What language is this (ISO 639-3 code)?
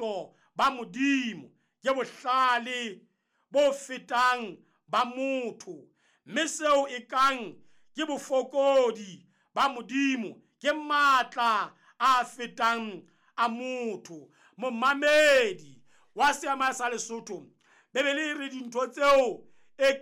sot